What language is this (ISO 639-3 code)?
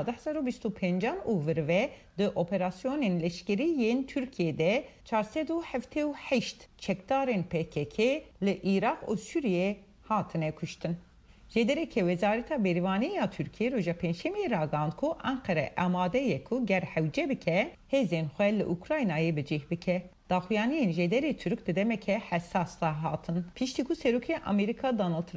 kur